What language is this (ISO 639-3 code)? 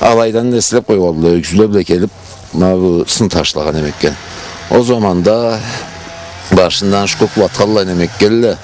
krc